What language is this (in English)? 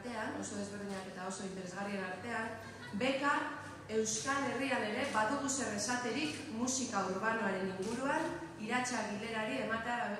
Basque